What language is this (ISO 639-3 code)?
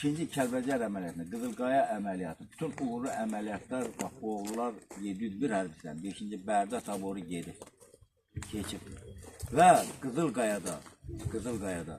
aze